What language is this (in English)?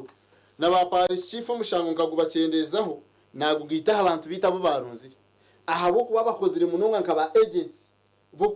Nyankole